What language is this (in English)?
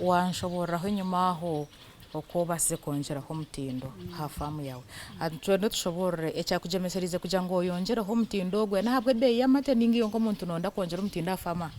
Nyankole